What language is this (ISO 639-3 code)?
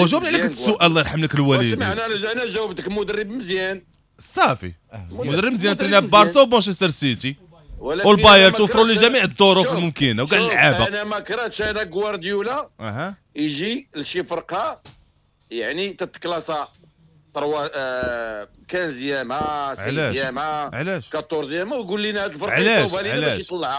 ary